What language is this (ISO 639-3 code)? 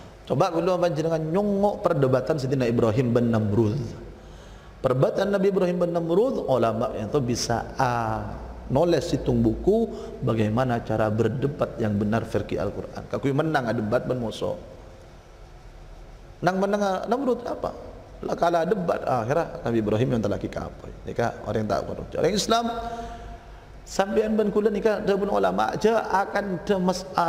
mad